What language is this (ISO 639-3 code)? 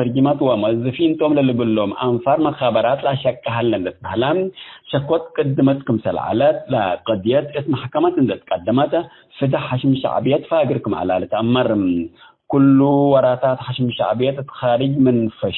tig